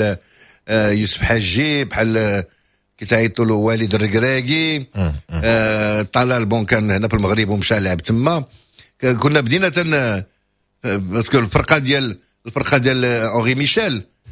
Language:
Moroccan Arabic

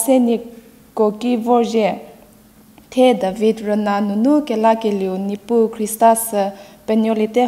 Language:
Angami Naga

